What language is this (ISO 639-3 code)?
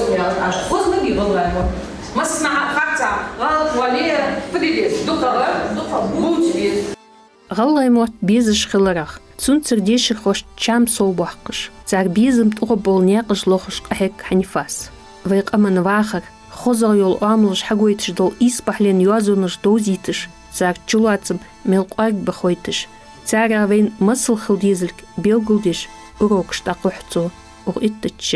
inh